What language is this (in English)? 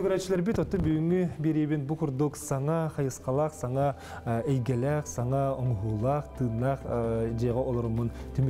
Yakut